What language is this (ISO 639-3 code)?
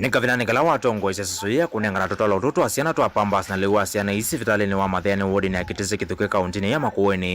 kam